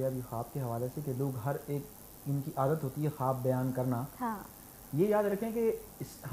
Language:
Urdu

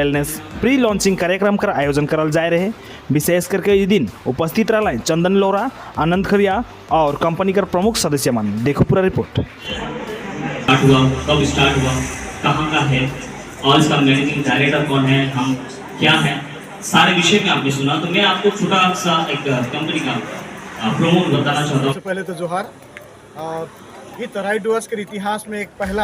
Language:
Sadri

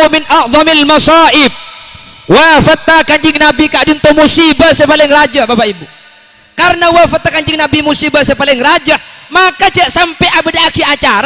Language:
Madurese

